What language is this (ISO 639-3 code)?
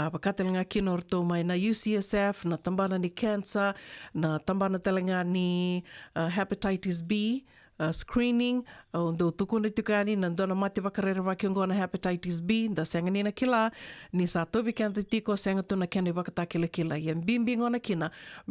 fij